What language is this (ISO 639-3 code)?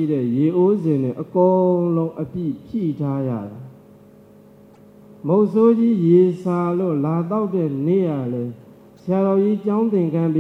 mya